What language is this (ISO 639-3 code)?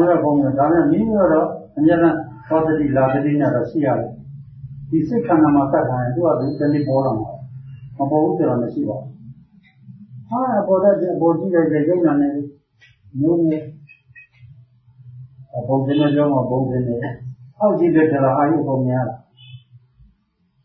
mya